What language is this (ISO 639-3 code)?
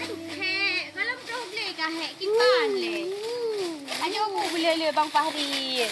ace